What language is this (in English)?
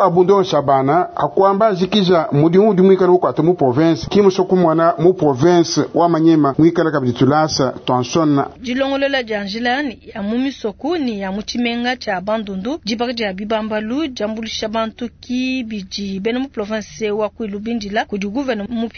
Luba-Lulua